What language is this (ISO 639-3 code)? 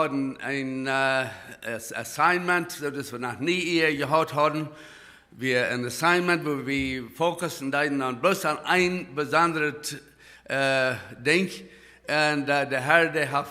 pdt